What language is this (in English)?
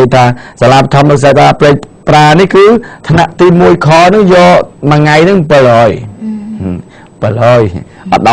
Khmer